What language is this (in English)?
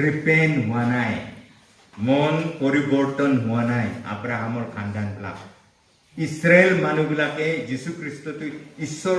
Naga Pidgin